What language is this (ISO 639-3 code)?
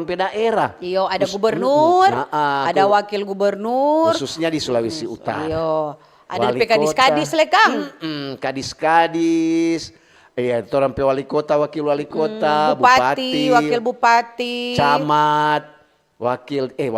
xmm